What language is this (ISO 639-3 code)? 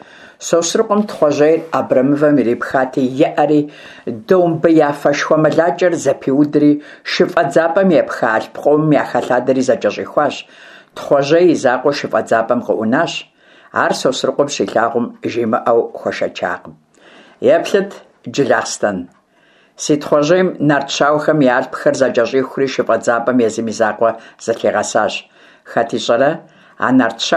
kbd